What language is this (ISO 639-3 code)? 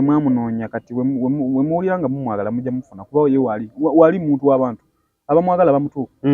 lug